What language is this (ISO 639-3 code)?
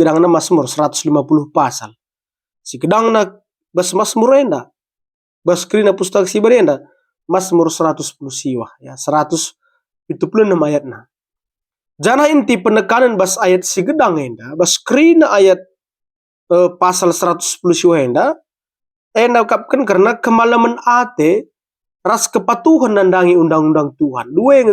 btx